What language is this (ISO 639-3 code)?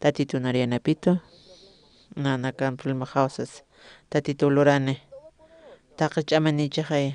aym